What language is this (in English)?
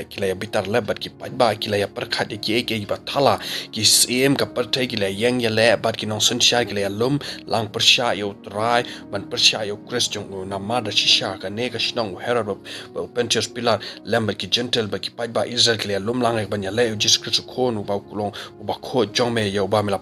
Khasi